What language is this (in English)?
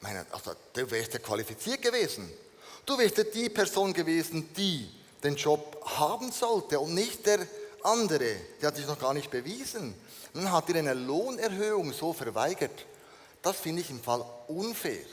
Swiss German